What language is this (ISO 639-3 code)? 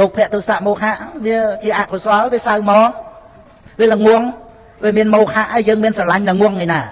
khm